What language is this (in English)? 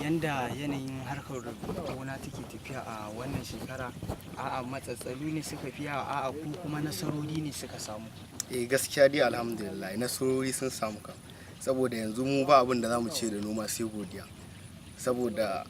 Hausa